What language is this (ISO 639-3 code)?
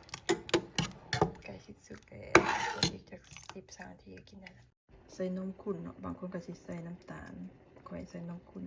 lao